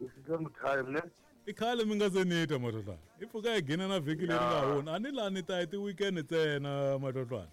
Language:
Tsonga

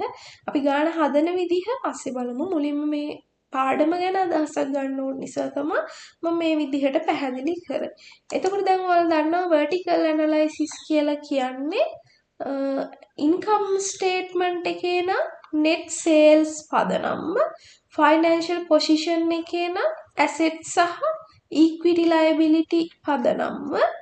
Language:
Sinhala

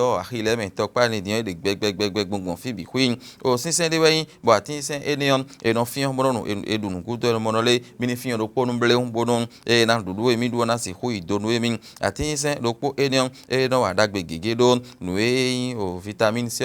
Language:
Fon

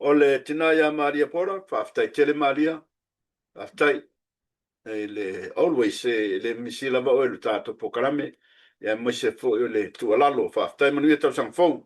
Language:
Samoan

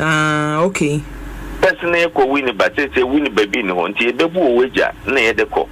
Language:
Akan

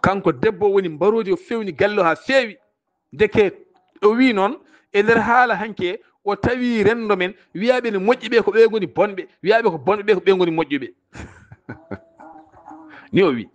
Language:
Fula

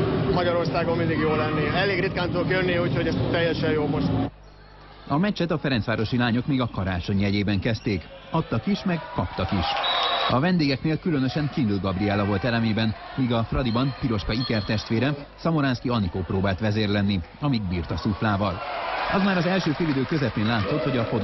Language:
Hungarian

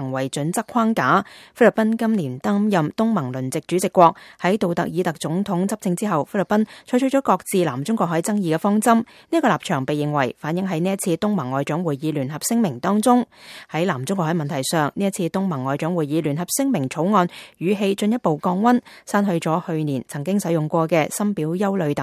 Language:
Cantonese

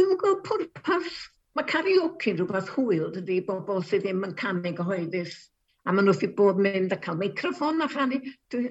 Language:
Welsh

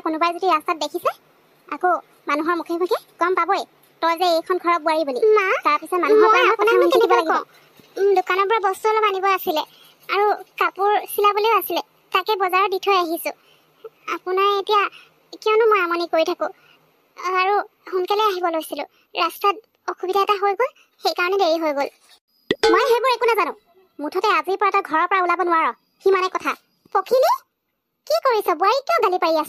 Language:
Assamese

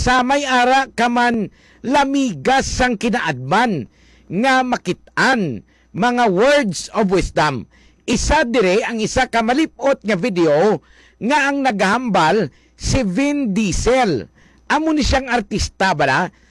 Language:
Hiligaynon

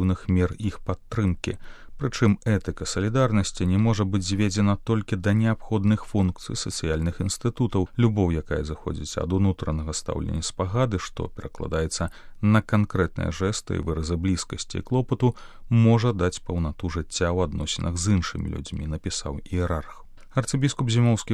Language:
Belarusian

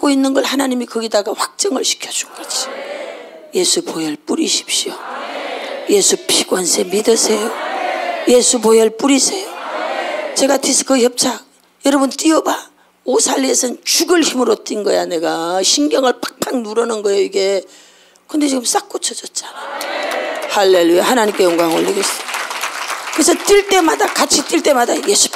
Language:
Korean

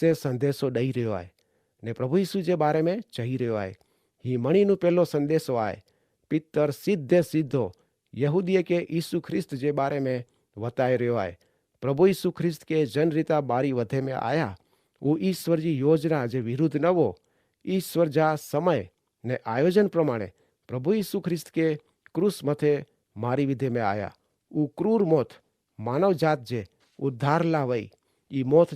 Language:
Kachhi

